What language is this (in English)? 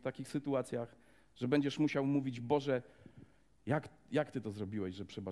Polish